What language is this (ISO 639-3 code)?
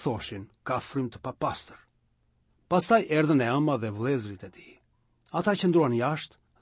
sqi